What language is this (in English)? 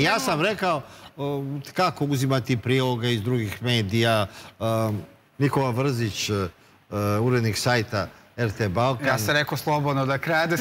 Serbian